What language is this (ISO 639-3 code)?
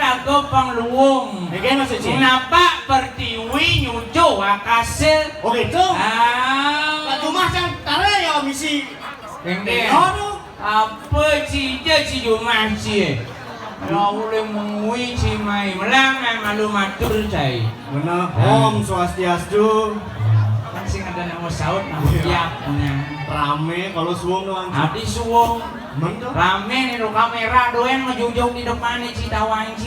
ban